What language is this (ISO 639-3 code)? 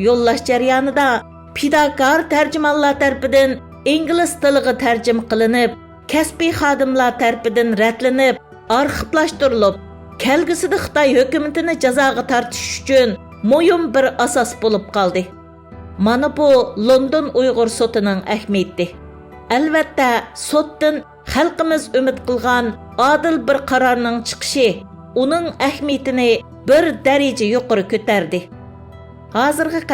uig